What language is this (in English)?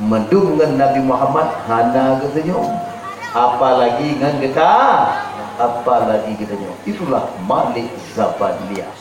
Achinese